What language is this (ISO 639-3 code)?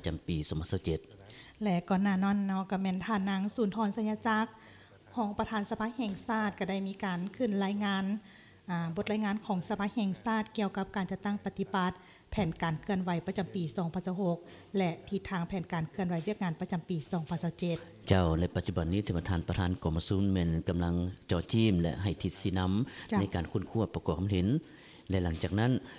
lao